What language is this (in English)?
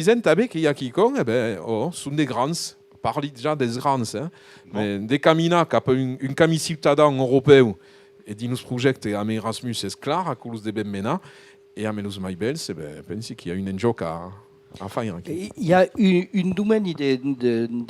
Occitan